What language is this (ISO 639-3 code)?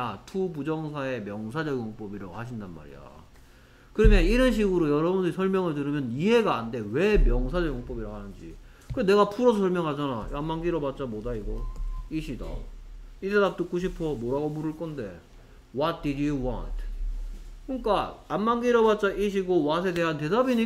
kor